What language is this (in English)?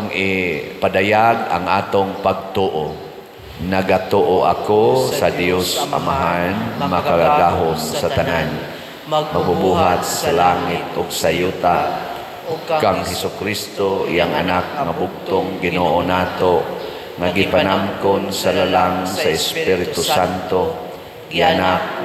Cebuano